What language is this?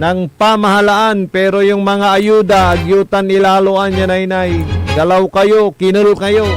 Pangasinan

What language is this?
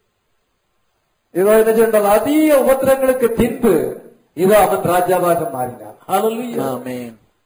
Tamil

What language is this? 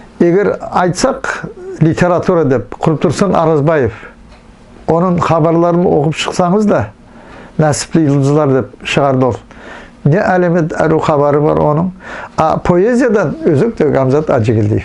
Nogai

